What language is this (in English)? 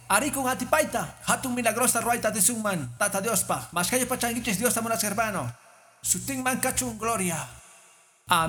Quechua